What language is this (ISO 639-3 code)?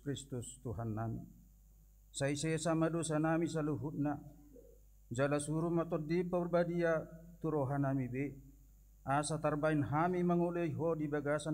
bbc